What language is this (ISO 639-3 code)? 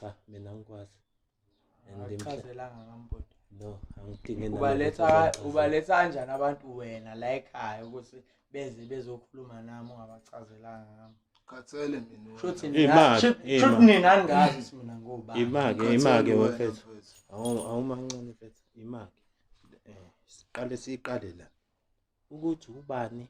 zul